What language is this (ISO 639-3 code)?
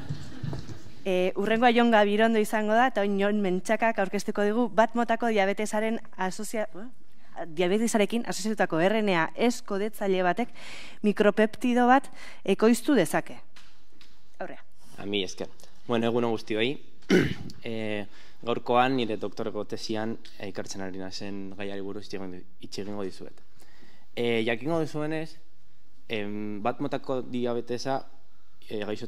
eus